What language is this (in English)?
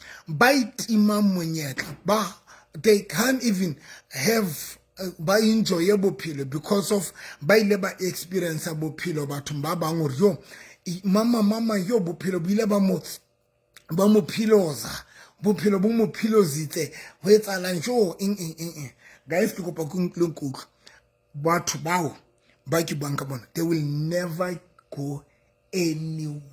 Southern Sotho